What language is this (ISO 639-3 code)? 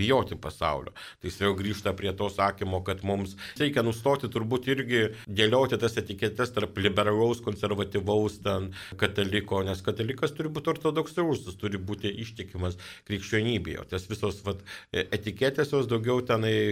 lit